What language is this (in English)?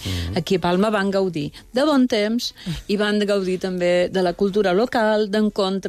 Catalan